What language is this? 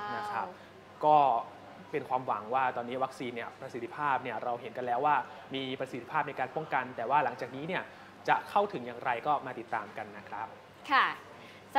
Thai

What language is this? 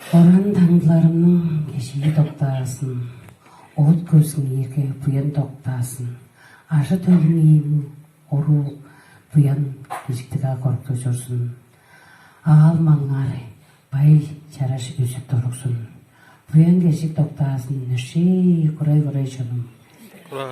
Tuvinian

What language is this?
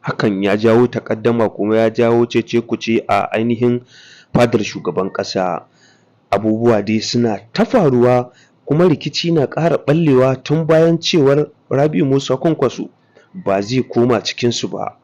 Hausa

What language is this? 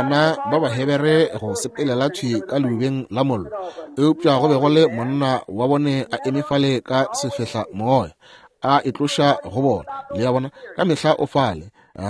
Northern Sotho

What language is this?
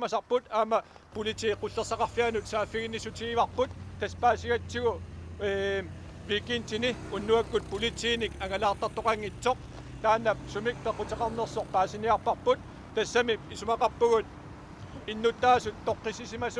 Kalaallisut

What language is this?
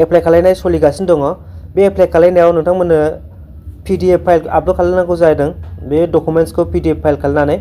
Bodo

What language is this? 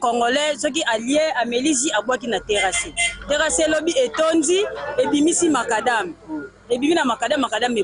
Lingala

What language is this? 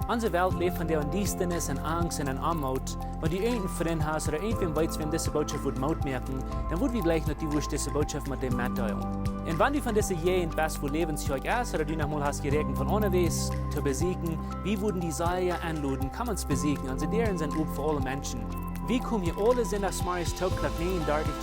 Plautdietsch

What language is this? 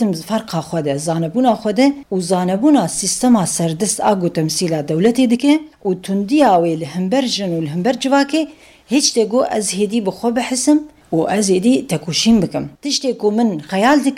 Kurdish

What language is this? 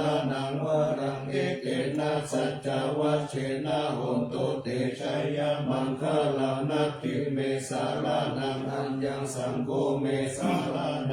Pali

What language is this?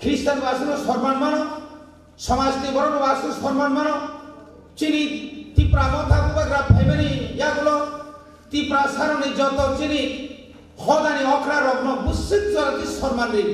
Kok Borok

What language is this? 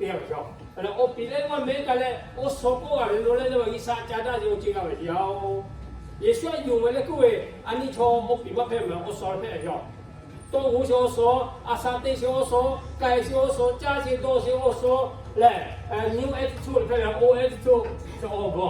Lahu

